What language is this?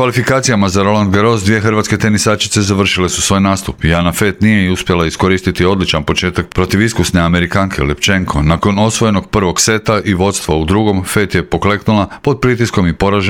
Croatian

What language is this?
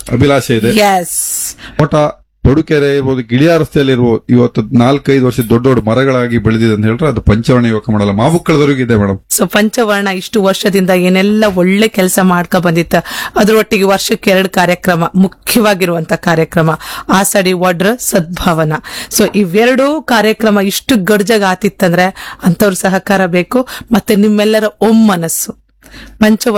Kannada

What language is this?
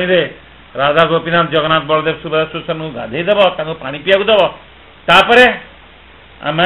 Odia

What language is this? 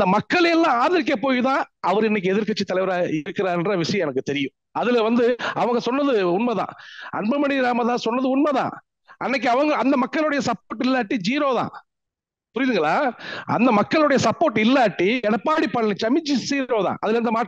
Tamil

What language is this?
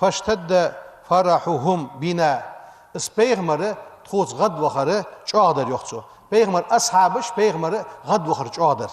Ingush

